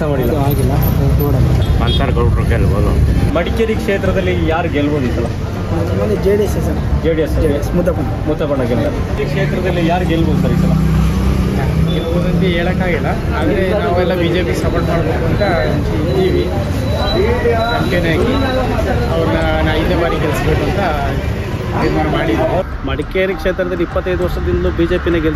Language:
Kannada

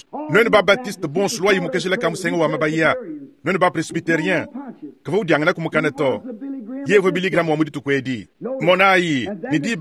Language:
Luba-Lulua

